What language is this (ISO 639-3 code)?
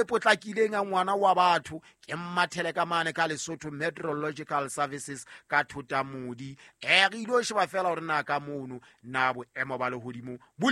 sot